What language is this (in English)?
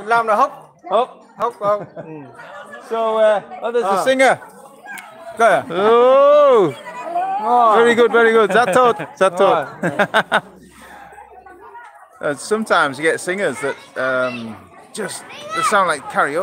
Vietnamese